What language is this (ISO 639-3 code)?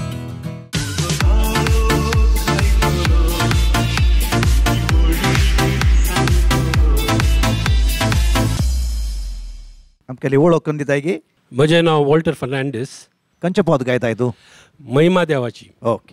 kok